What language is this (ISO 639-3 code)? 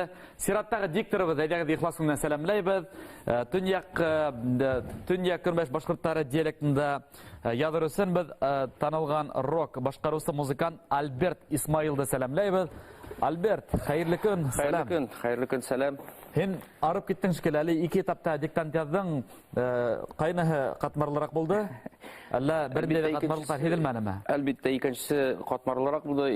bak